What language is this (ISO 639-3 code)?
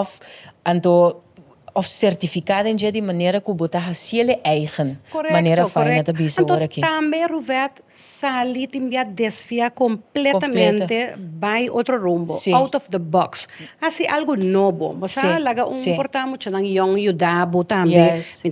pap